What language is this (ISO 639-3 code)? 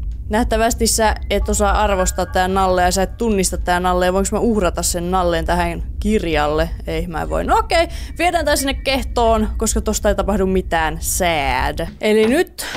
fin